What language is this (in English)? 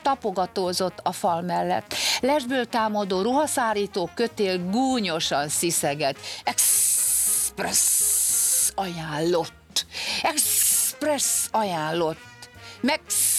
Hungarian